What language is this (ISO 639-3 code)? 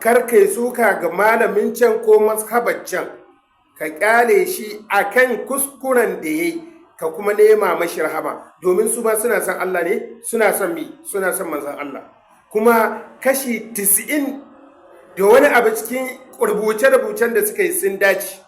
hau